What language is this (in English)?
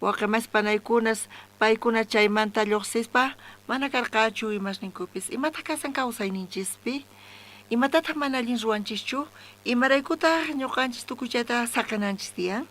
South Bolivian Quechua